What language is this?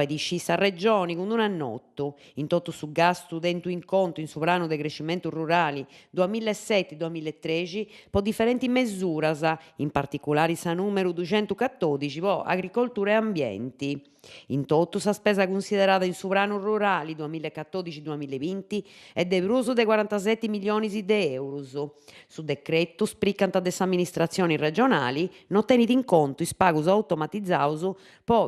Sardinian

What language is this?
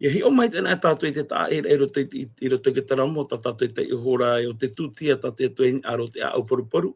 Tahitian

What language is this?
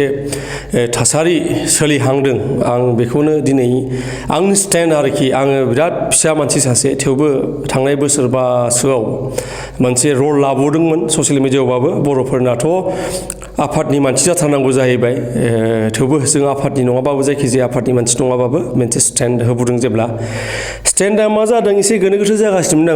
Bodo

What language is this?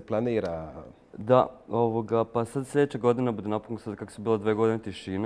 Croatian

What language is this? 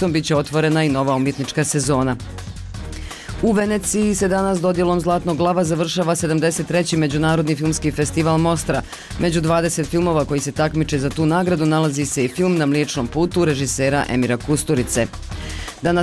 Bosnian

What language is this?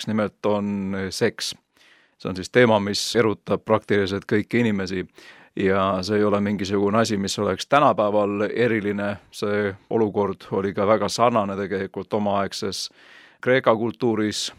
Estonian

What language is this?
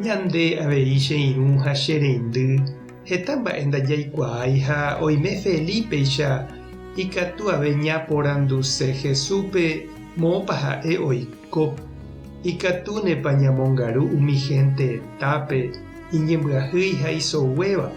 Guarani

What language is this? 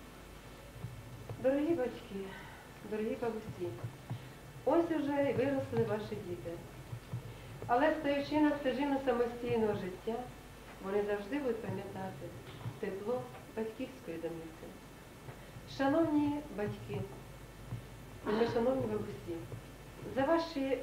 Ukrainian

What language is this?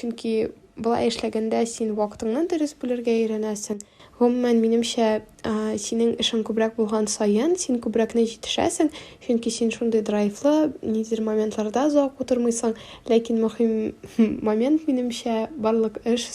Tatar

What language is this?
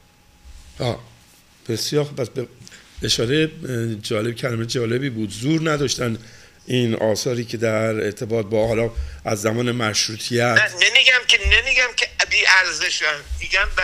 Persian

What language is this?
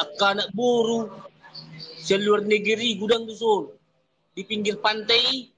Batak Toba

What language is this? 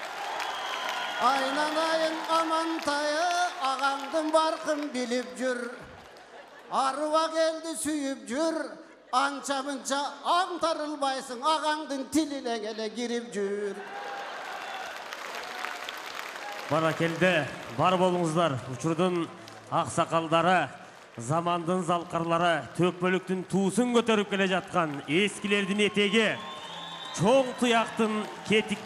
Kazakh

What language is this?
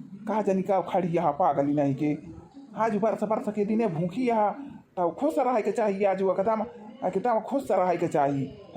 Awadhi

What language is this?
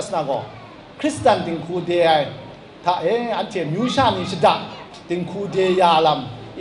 Kachin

